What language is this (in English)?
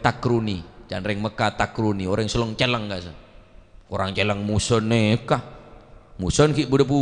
Madurese